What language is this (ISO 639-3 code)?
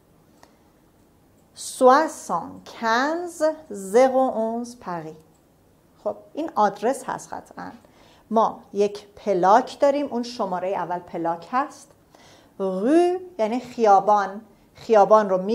fas